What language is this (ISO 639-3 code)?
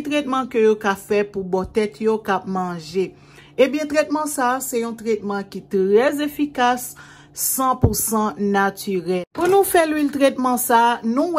hat